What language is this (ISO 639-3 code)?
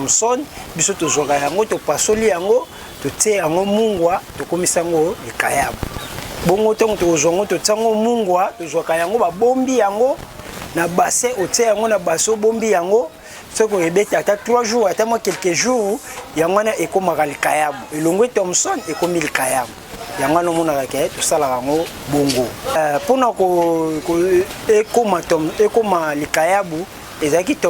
lin